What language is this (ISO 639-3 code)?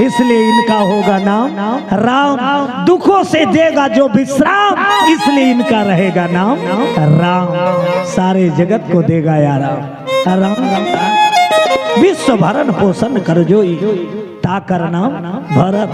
hne